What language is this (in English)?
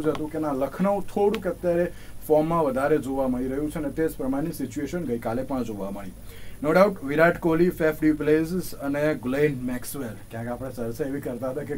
Gujarati